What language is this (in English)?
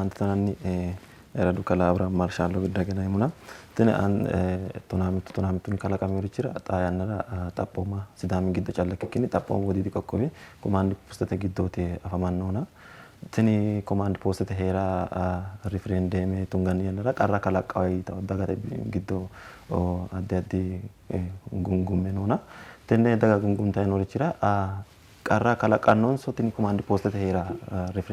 Sidamo